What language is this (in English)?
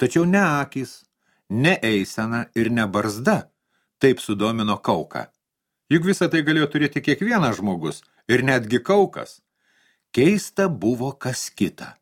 Lithuanian